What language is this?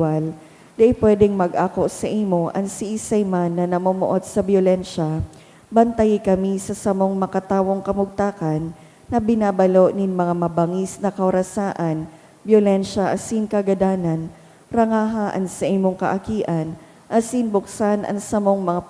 Bikol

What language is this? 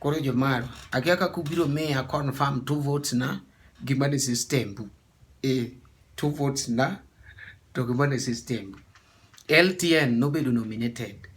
Luo (Kenya and Tanzania)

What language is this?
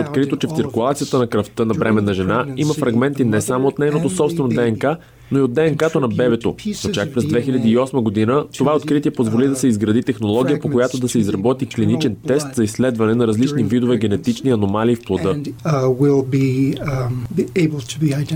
Bulgarian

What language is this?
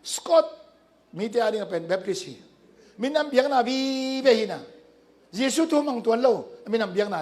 Tedim Chin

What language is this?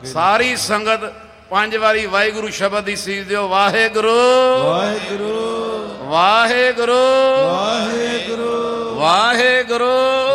Punjabi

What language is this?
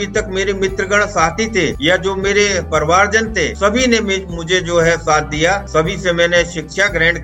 Hindi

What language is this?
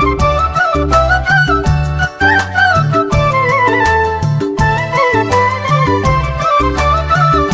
Newari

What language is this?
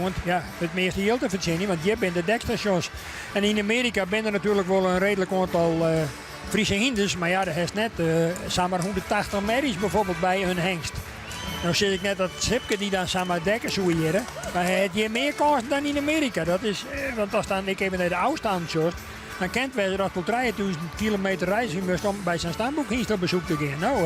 Western Frisian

